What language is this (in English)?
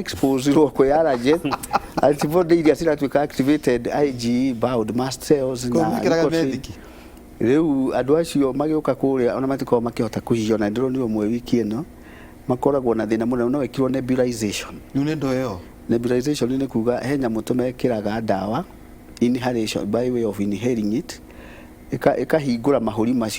Kikuyu